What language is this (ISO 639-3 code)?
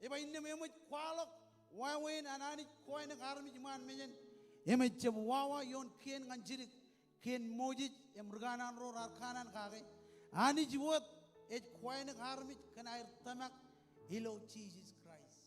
mah